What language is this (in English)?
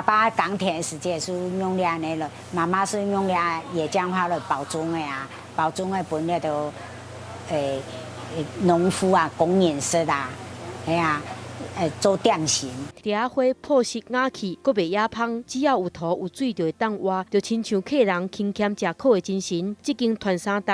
Min Nan Chinese